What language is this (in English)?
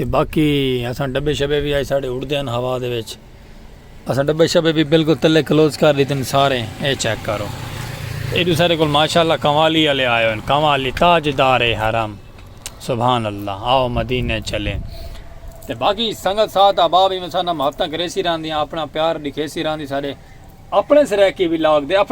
Saraiki